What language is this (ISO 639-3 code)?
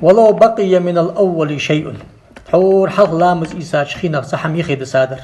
inh